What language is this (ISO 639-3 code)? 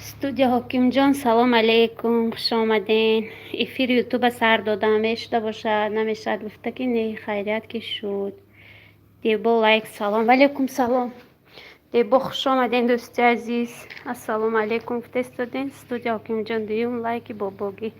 tgk